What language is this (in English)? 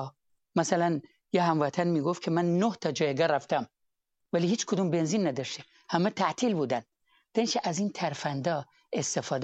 Persian